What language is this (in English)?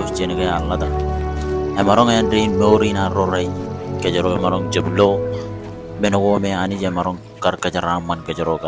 Marshallese